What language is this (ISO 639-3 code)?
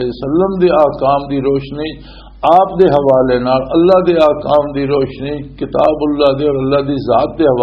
lah